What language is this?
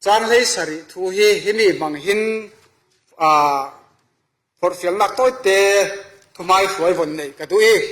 Falam Chin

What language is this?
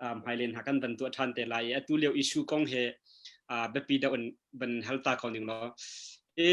Hakha Chin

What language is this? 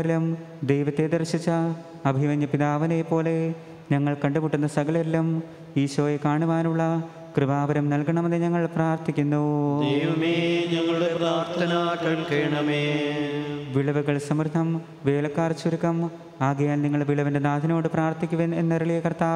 Malayalam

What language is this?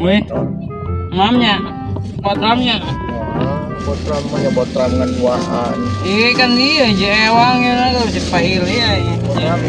Sundanese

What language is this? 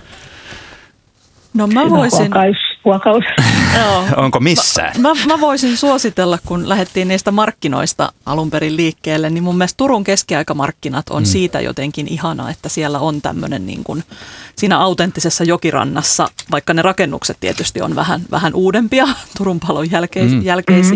Finnish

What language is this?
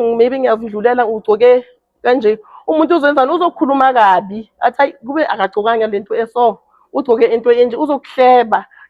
Zulu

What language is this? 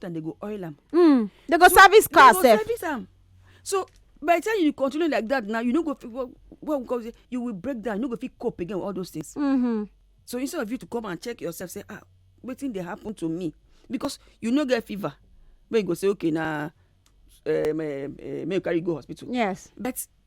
Nigerian Pidgin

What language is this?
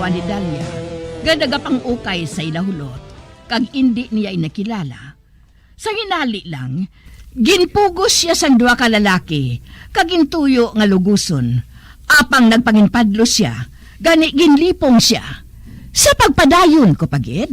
Hiligaynon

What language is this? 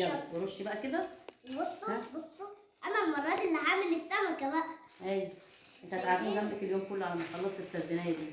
Egyptian Arabic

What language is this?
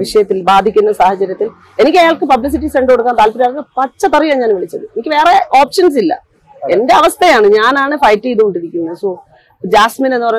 Malayalam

